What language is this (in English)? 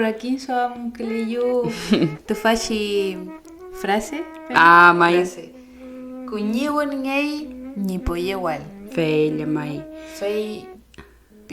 Mapuche